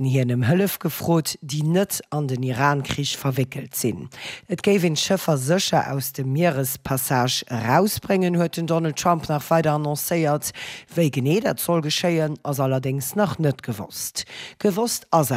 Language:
Luxembourgish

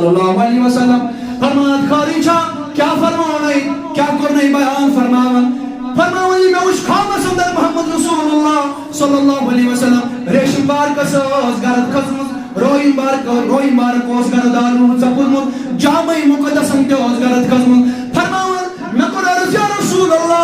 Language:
Kashmiri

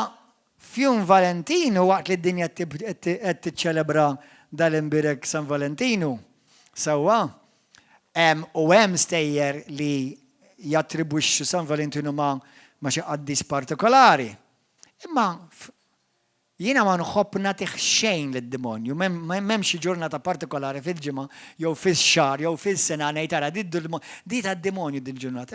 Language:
Maltese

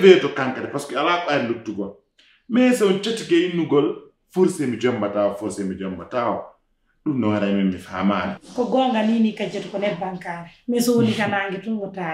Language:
Pular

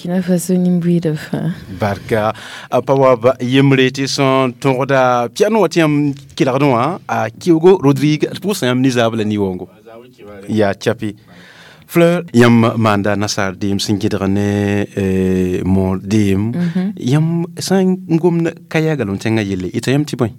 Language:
Mossi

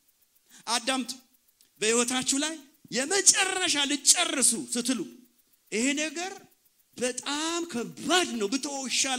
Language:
Amharic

